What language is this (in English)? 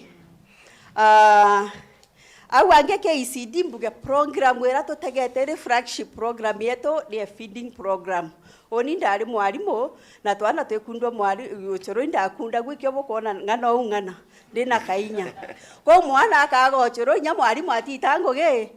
Meru